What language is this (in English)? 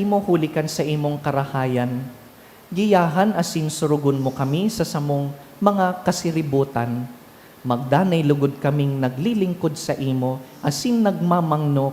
Bikol